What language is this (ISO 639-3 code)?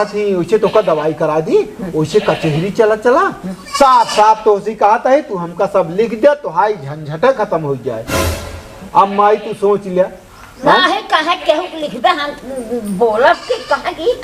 awa